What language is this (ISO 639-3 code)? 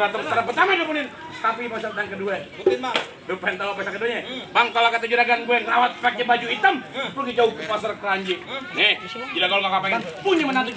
bew